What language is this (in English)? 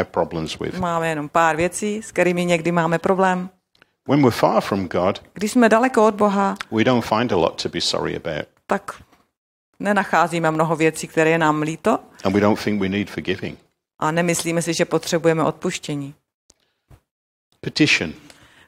Czech